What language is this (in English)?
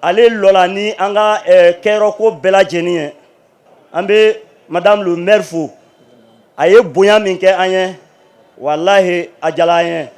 Bambara